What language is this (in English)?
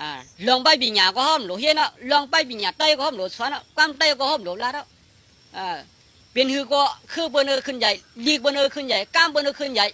Shan